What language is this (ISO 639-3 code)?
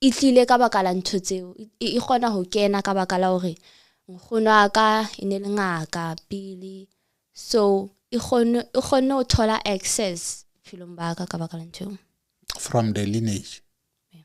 sot